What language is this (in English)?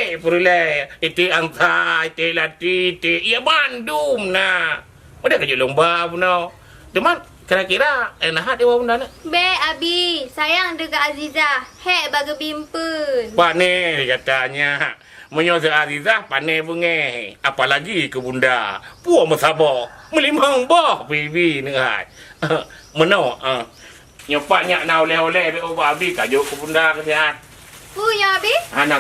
Achinese